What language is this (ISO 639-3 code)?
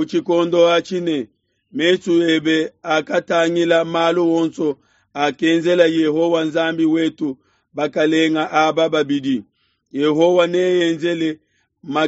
lua